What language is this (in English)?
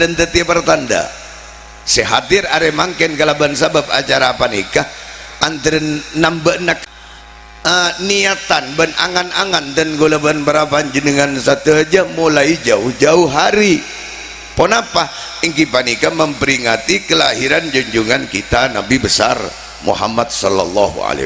Madurese